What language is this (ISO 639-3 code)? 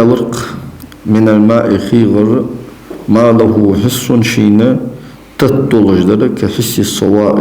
inh